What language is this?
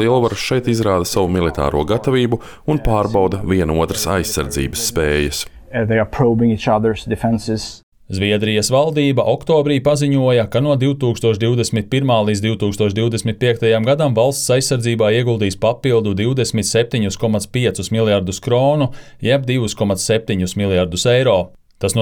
Latvian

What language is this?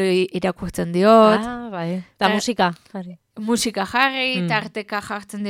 Basque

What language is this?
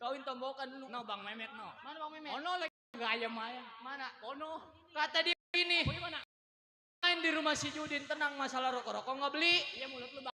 Betawi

